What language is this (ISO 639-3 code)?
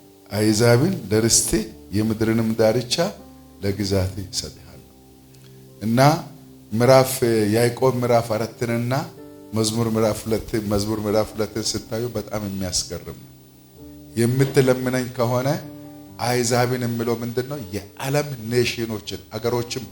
amh